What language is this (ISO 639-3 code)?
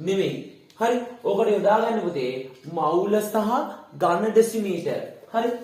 sin